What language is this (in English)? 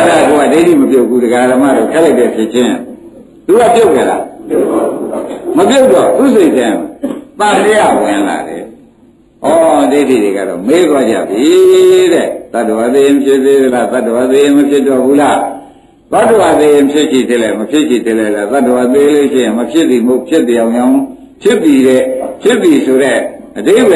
Burmese